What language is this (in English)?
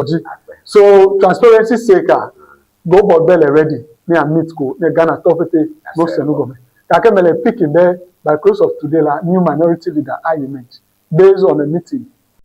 Ewe